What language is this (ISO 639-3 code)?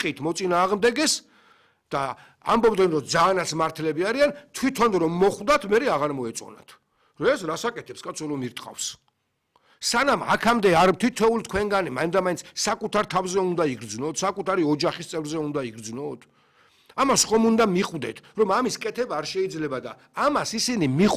kat